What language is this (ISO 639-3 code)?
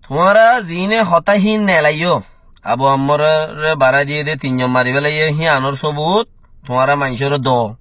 rhg